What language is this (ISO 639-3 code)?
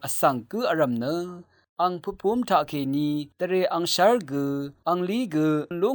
raw